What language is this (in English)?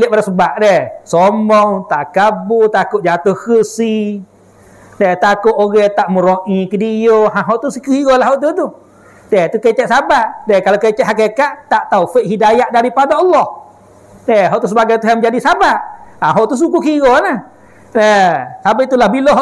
Malay